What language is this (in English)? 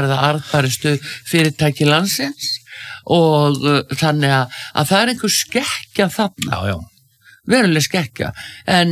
Icelandic